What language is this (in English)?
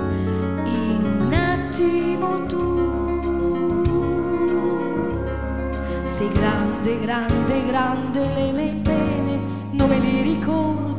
Italian